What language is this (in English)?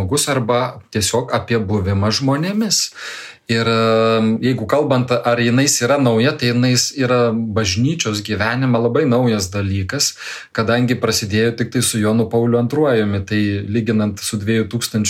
Lithuanian